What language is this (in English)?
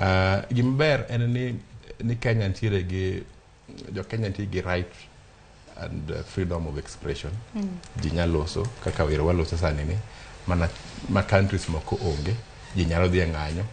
Luo (Kenya and Tanzania)